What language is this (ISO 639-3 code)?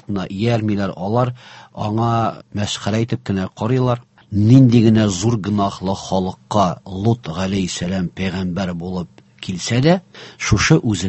tat